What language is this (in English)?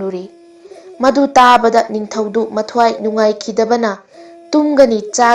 Manipuri